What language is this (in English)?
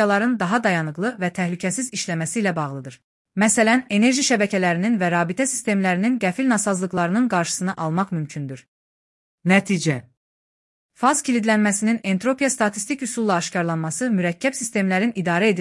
Azerbaijani